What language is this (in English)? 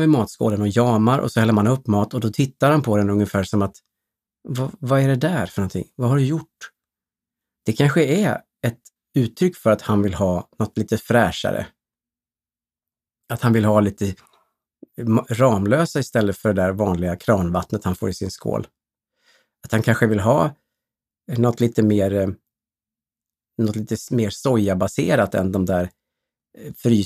Swedish